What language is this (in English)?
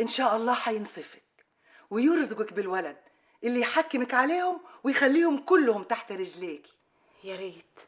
Egyptian Arabic